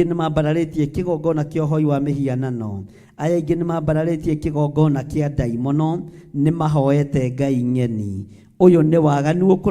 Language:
Kikuyu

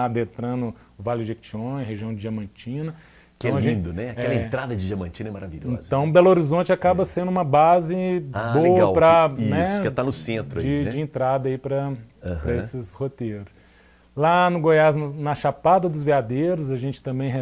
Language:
Portuguese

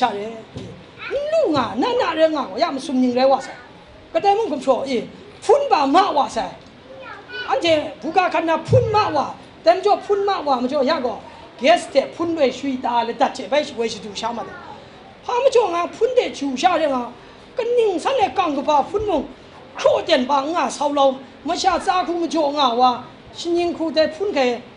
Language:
Kachin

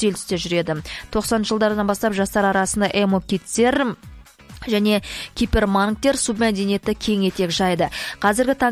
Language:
Kazakh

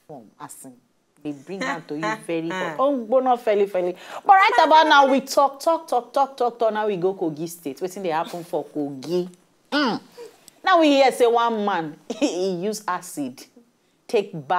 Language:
Nigerian Pidgin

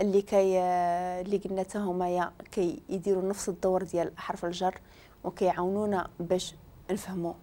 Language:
Moroccan Arabic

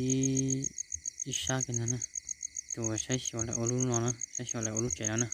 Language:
Hmong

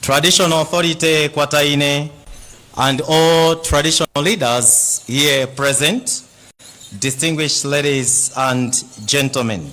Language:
Nyanja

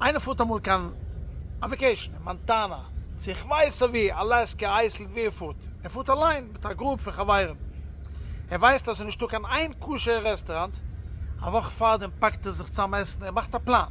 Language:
Yiddish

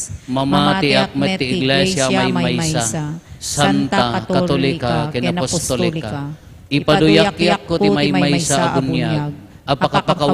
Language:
Iloko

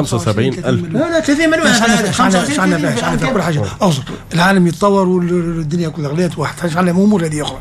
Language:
Tunisian Arabic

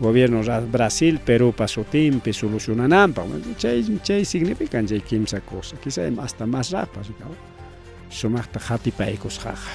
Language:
Ayacucho Quechua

